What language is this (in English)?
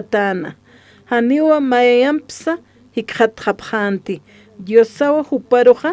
Aymara